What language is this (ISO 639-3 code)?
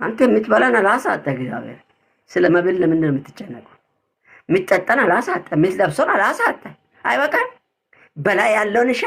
amh